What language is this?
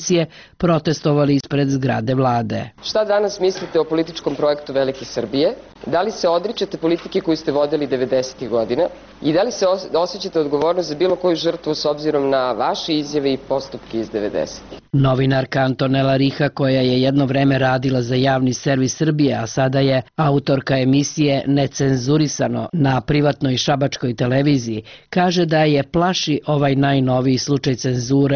Serbian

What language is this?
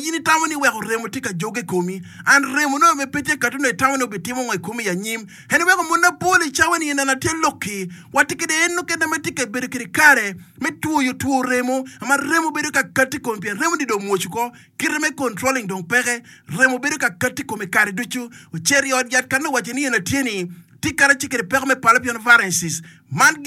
Acoli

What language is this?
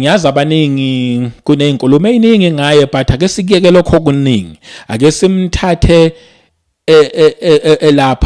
Zulu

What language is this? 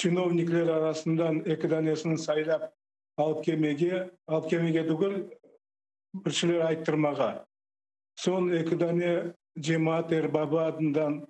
Crimean Tatar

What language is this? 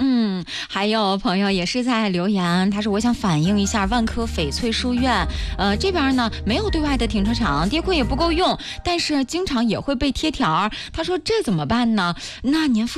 Chinese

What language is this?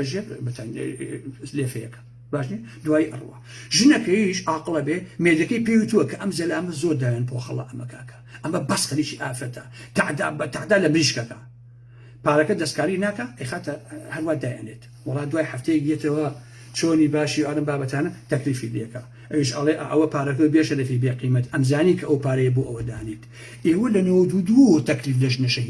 Central Kurdish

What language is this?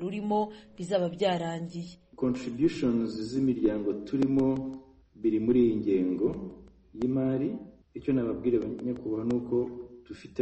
Kinyarwanda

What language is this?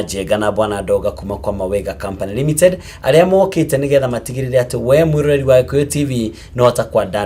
Kikuyu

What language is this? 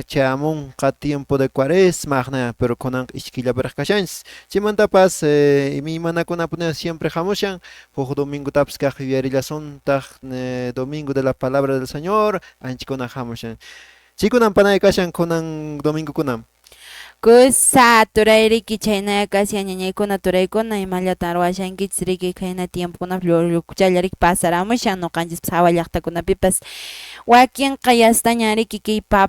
Quechua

